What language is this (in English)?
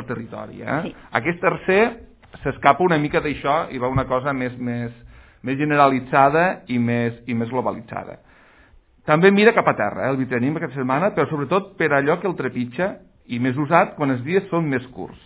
Catalan